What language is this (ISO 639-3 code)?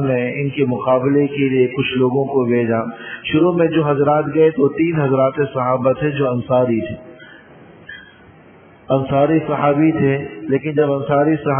urd